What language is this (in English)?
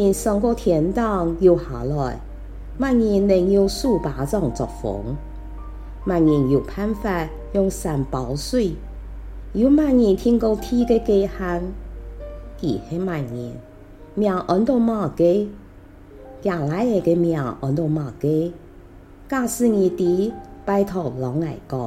Hakka Chinese